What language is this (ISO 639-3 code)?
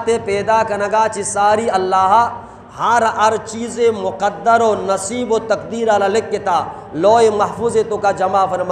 bgp